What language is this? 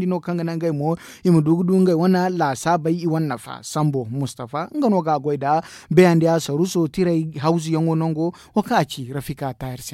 Zarma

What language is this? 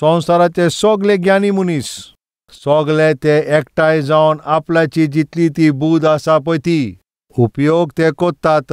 Konkani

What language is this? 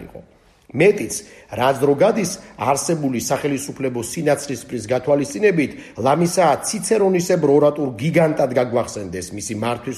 Georgian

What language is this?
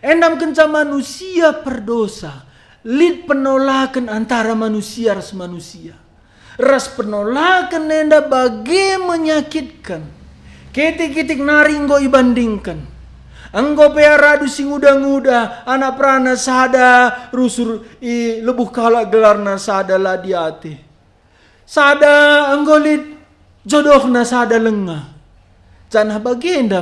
Batak Karo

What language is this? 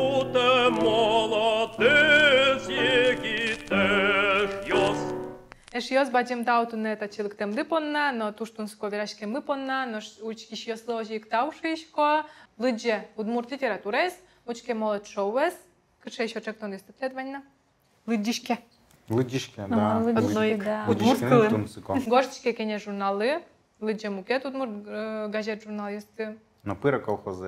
Udmurt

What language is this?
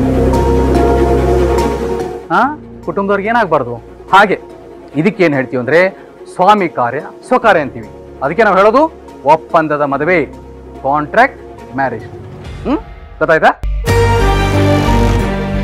Kannada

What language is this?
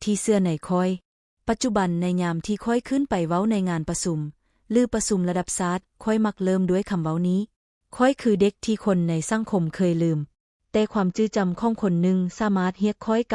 Lao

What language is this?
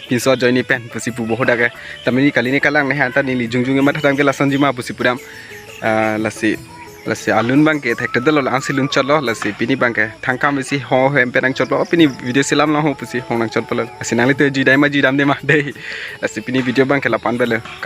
Karbi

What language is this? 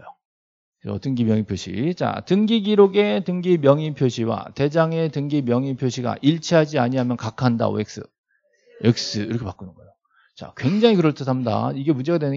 Korean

